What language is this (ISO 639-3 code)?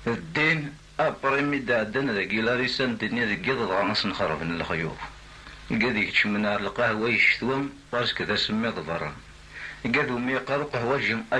kab